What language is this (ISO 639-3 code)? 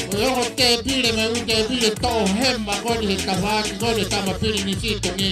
ton